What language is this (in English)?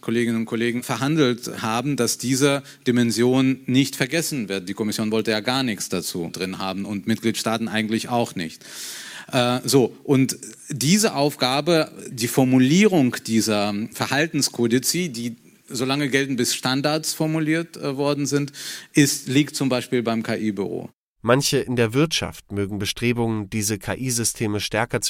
German